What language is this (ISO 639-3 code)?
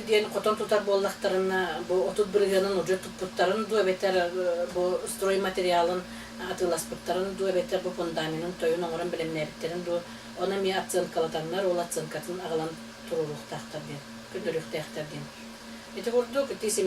sah